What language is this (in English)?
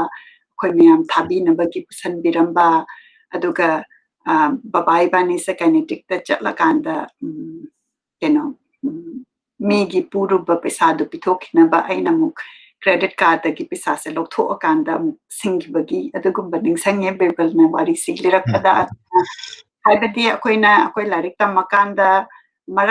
Manipuri